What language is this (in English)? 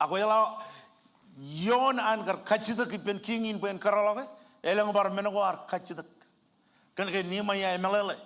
Marshallese